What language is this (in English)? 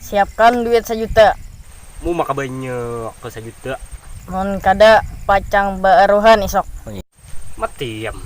Banjar